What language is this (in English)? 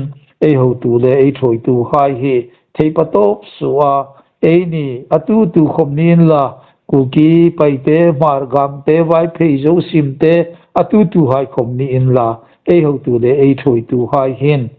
Hmar